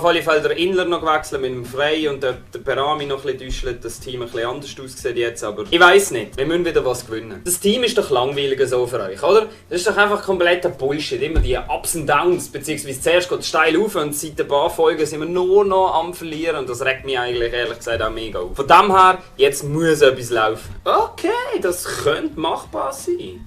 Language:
Swiss German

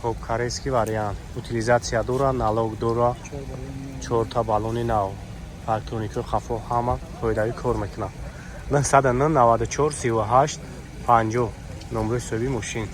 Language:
Tajik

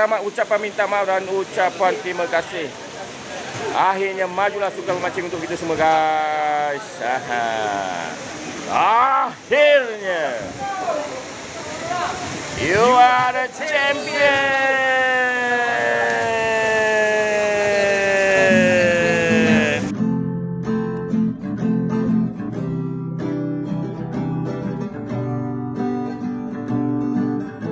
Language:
Malay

